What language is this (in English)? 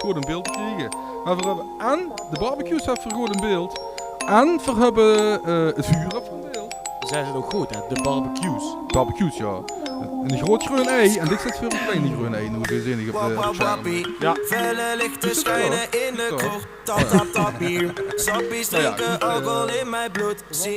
Limburgish